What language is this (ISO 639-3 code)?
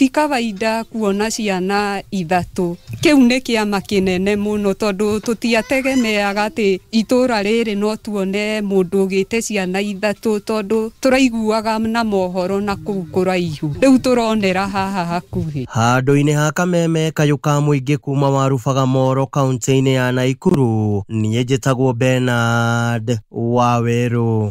kik